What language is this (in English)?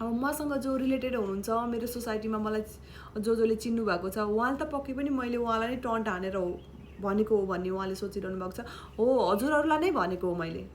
Nepali